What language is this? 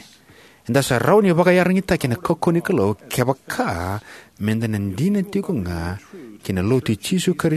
Fijian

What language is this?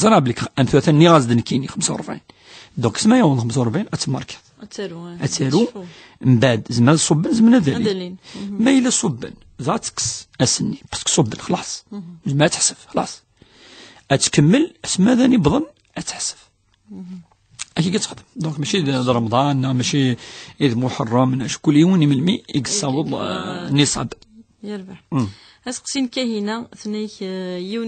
Kabyle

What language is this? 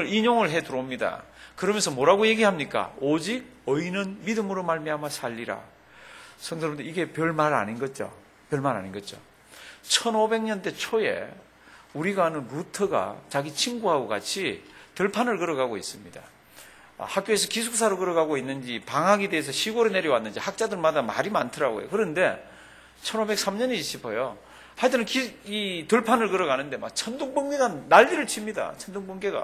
Korean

